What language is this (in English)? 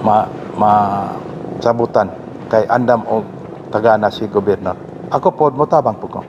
Cebuano